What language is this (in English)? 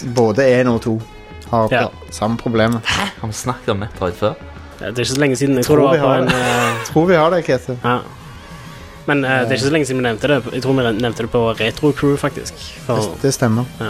Norwegian